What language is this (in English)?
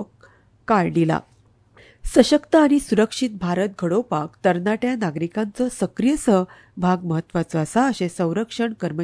Konkani